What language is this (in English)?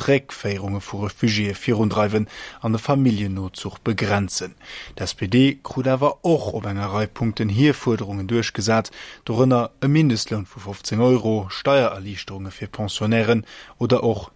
Luxembourgish